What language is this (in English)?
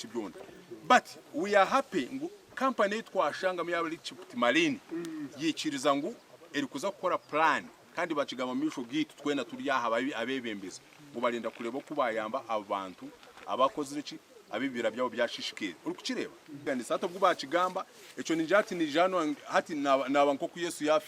Nyankole